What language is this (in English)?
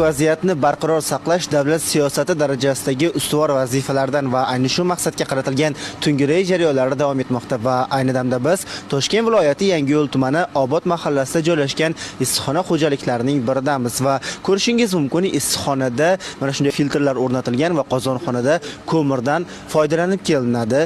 Uzbek